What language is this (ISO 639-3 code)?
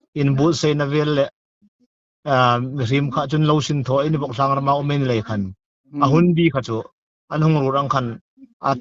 hmr